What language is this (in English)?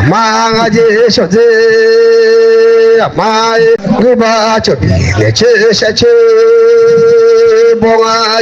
Akha